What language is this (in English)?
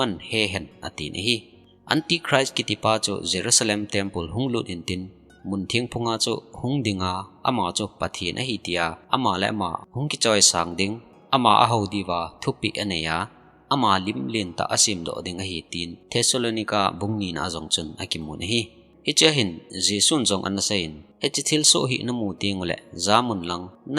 Thado Chin